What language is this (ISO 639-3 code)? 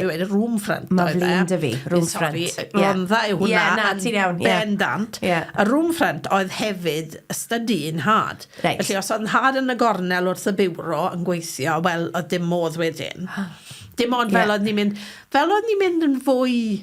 cym